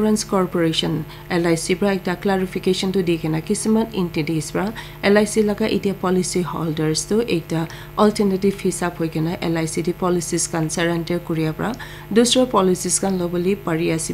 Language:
Naga Pidgin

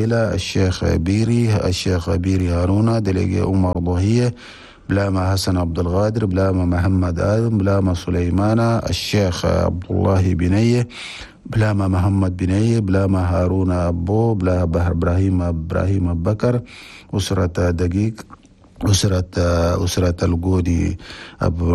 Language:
Chadian Arabic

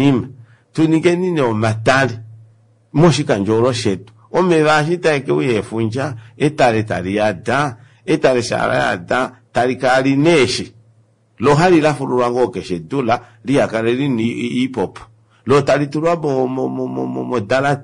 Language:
Kuanyama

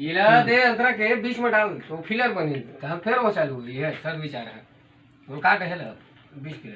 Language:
Chhattisgarhi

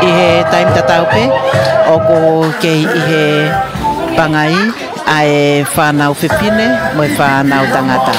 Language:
Tongan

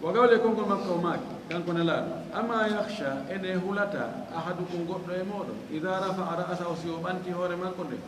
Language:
Fula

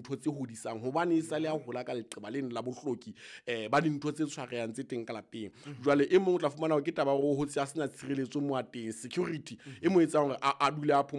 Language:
Southern Sotho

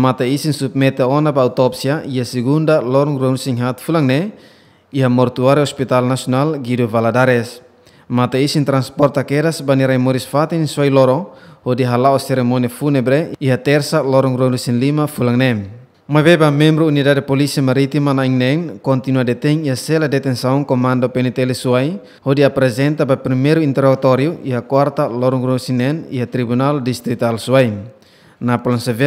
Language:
Tetum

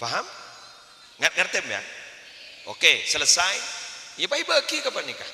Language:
Madurese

